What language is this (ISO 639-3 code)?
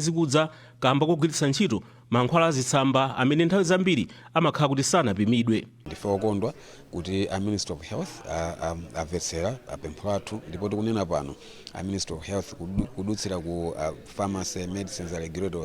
nya